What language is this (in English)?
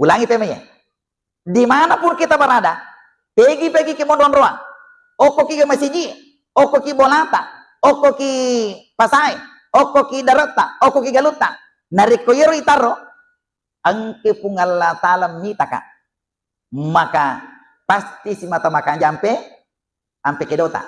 Buginese